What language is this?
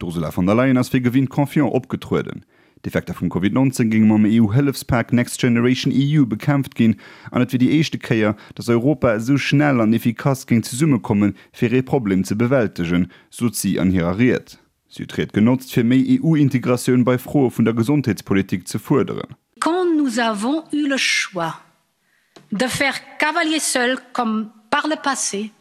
Luxembourgish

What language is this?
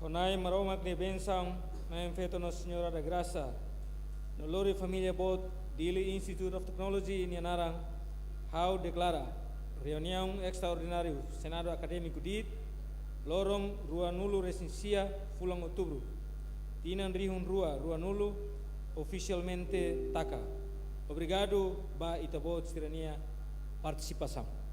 Tetum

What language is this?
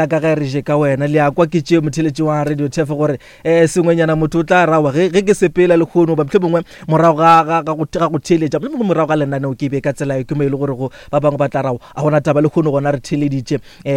Northern Sotho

